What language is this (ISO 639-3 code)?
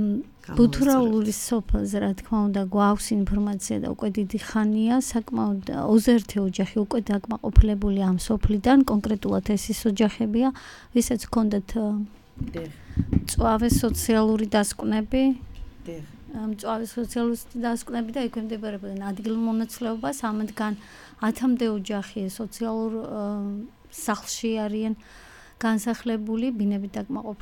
kat